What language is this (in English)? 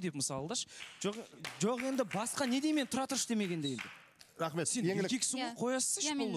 Kazakh